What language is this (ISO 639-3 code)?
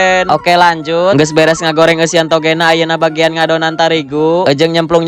sun